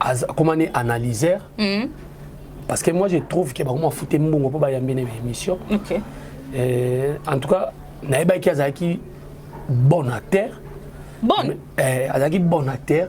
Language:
Lingala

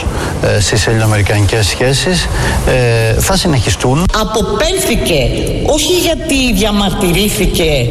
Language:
Greek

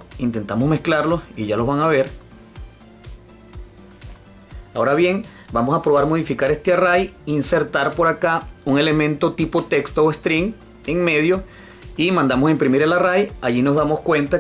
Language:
Spanish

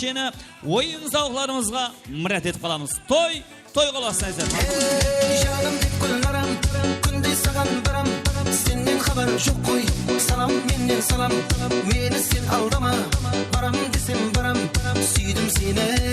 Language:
Kara-Kalpak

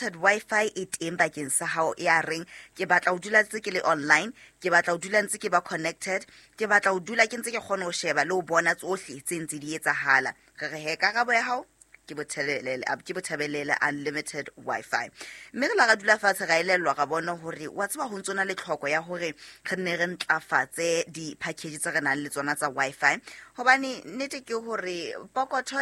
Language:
Southern Sotho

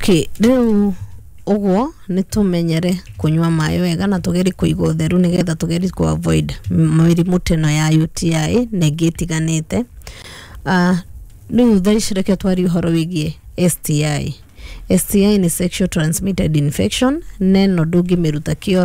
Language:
Kikuyu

